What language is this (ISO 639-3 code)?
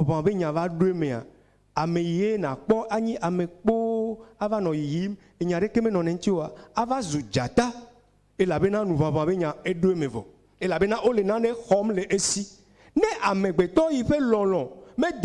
ewe